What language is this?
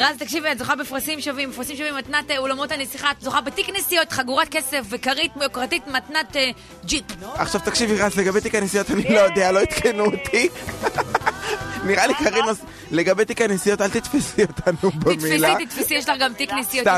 Hebrew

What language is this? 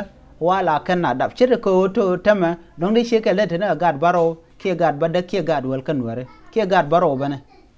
Nuer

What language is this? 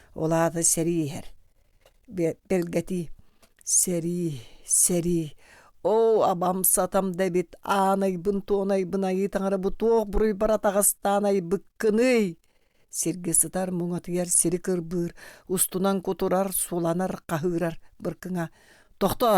Yakut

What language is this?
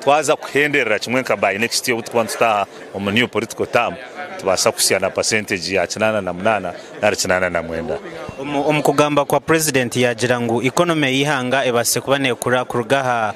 Nyankole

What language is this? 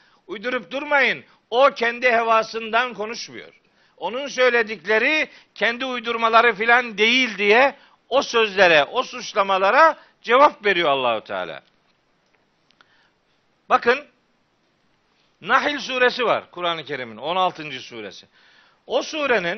Turkish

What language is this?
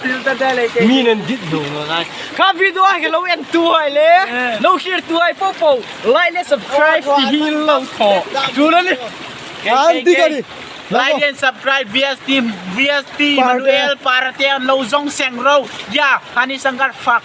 Hmar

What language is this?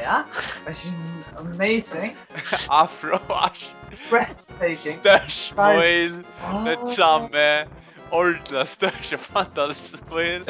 Faroese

